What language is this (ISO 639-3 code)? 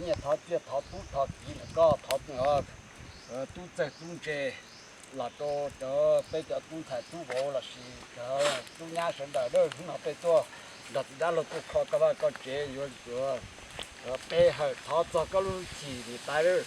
hmn